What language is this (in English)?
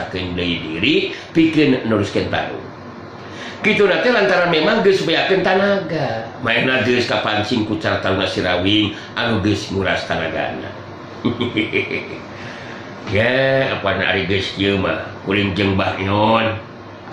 Sundanese